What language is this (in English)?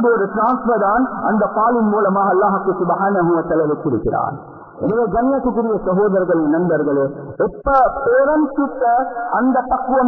Tamil